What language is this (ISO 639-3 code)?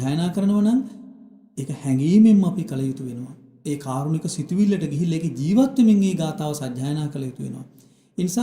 sin